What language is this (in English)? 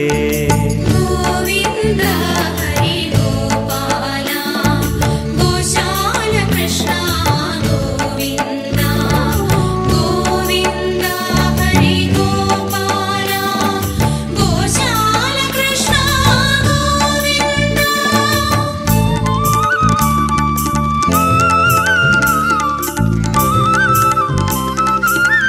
Malayalam